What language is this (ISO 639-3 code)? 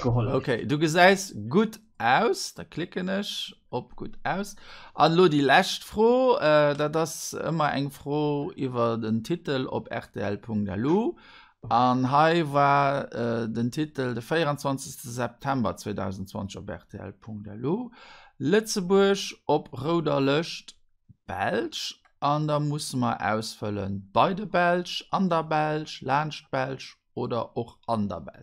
ltz